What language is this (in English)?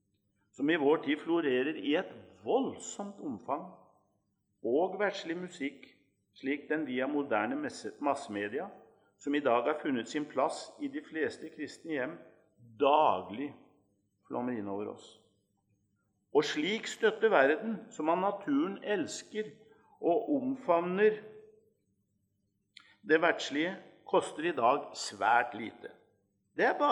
Norwegian